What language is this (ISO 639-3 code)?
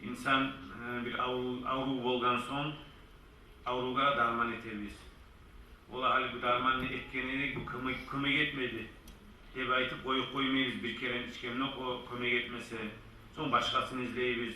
kum